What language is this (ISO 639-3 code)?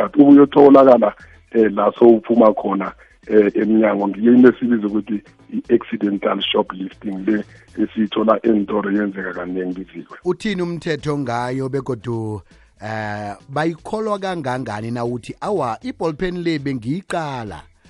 nbl